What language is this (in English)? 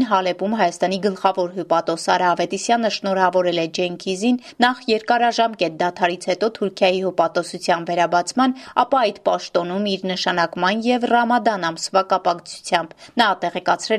Armenian